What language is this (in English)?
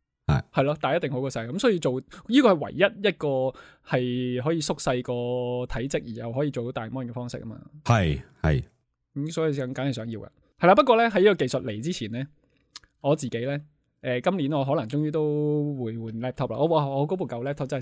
Cantonese